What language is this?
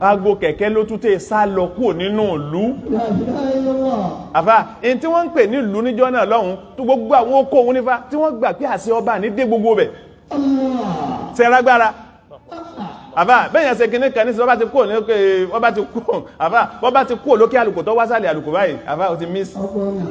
Yoruba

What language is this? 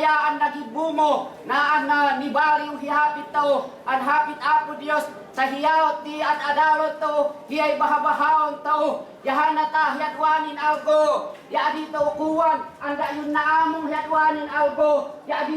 Amganad Ifugao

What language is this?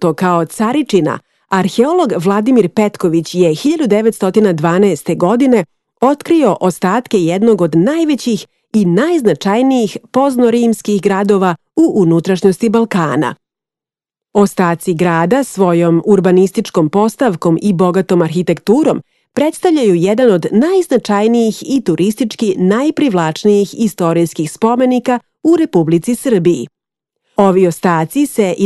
Serbian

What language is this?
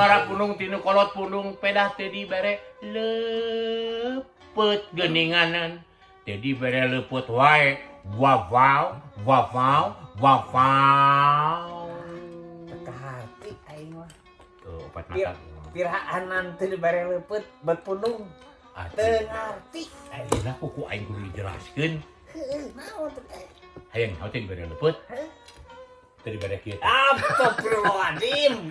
Sundanese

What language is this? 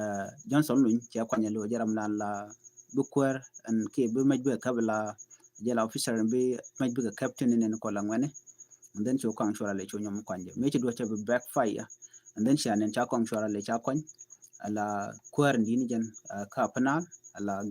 Nuer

